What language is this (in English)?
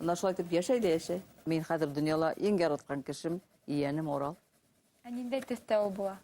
Bashkir